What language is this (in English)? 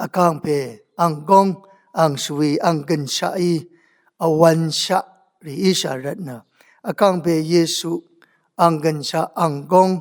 Rawang